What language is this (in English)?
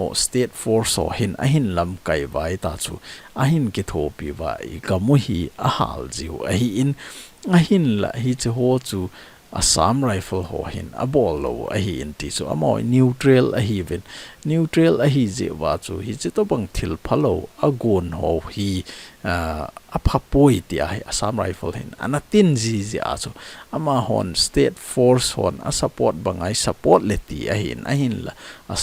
Thado Chin